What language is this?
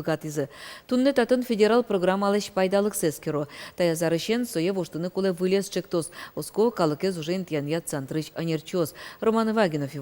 Udmurt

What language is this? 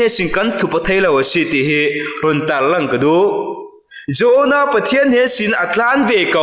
Falam Chin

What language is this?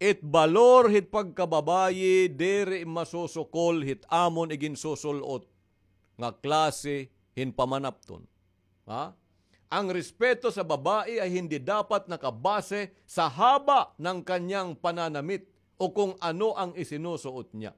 Waray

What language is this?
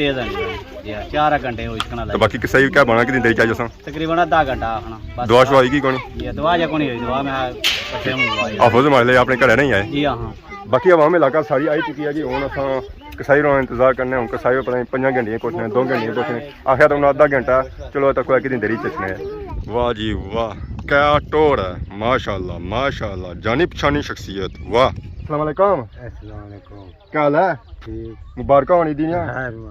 Pahari-Potwari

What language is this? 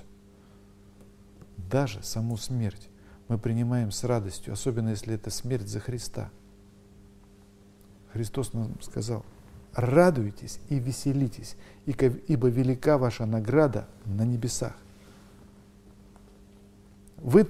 Russian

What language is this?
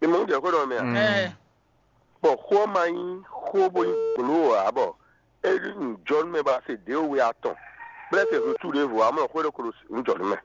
Fon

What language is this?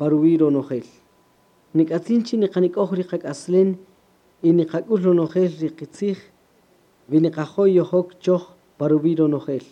Kaqchikel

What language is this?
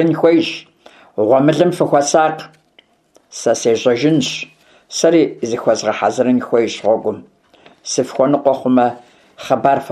Kabardian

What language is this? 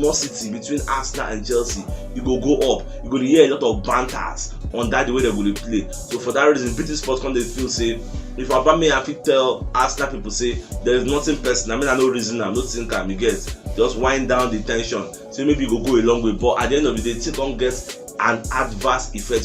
Nigerian Pidgin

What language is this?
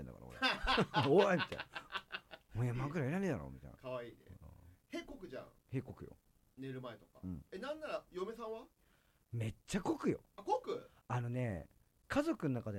Japanese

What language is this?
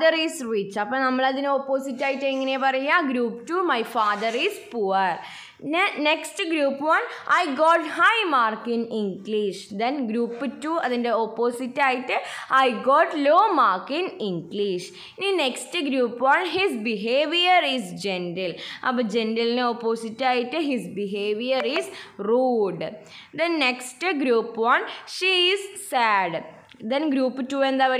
Malayalam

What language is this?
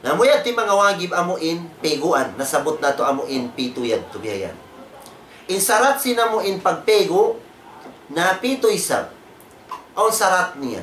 Tausug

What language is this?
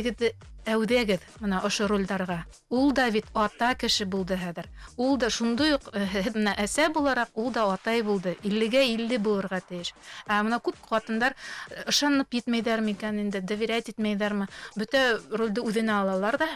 Bashkir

